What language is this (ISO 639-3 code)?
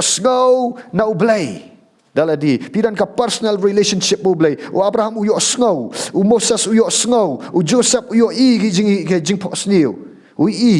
kha